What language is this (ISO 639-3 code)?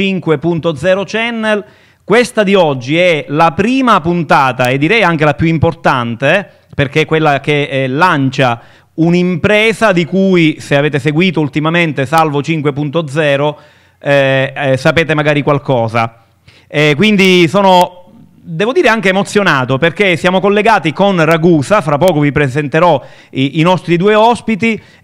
ita